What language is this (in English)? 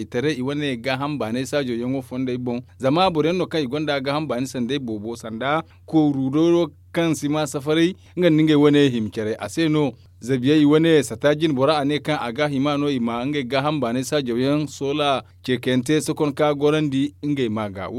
Zarma